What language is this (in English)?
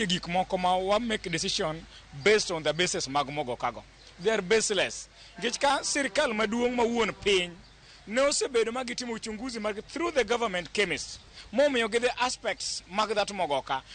Luo (Kenya and Tanzania)